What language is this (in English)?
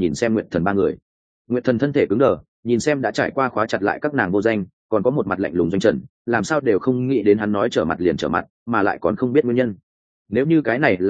Vietnamese